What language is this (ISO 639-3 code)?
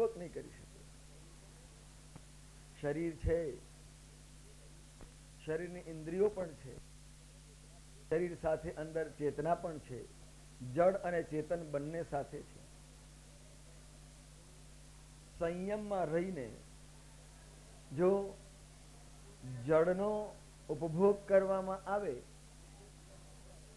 guj